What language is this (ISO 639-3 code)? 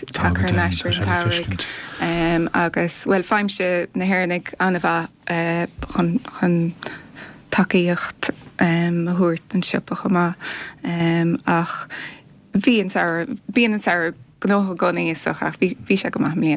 gle